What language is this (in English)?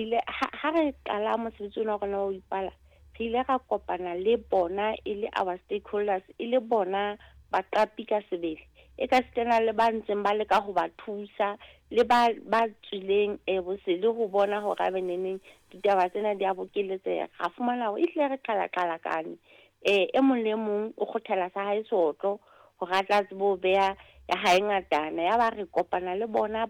Southern Sotho